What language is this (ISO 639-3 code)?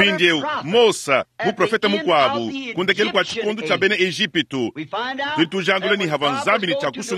lua